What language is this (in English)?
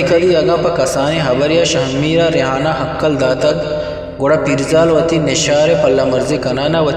Eastern Balochi